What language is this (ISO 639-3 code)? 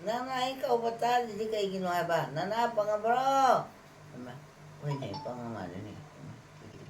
mni